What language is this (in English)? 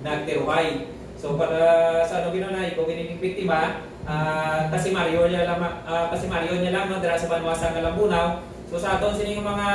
Hiligaynon